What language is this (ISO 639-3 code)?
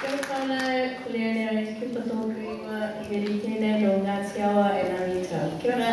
mri